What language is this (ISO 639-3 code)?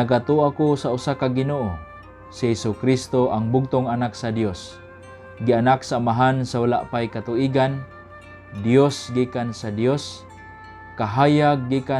ceb